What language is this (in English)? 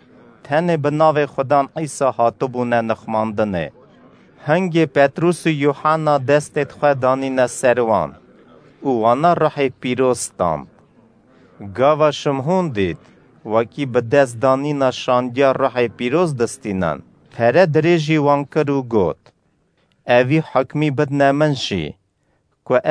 Kurdish